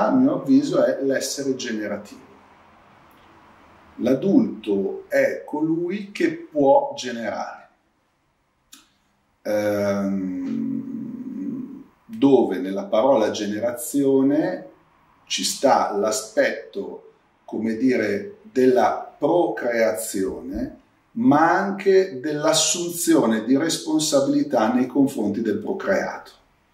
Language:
Italian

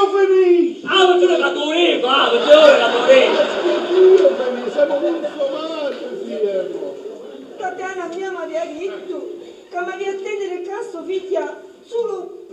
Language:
Sicilian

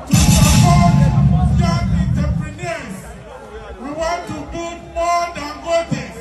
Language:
Ewe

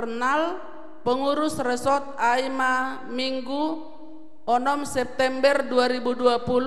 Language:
Batak Simalungun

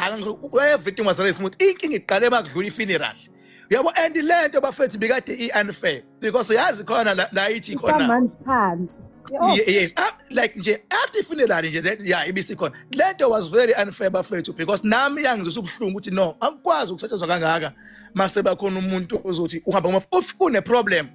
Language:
Zulu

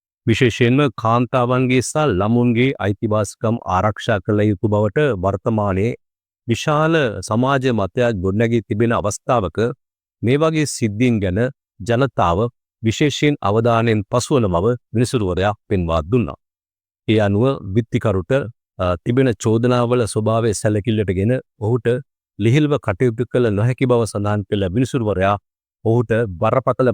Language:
Sinhala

